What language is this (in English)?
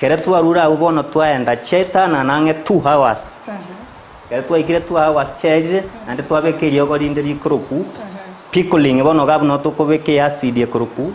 Gusii